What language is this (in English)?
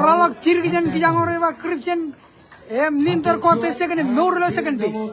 Marshallese